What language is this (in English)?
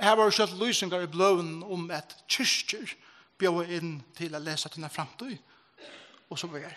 Faroese